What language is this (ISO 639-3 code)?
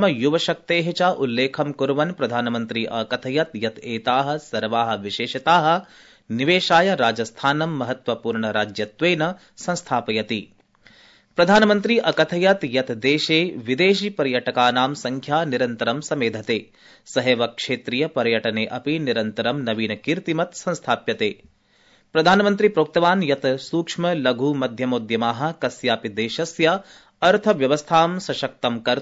san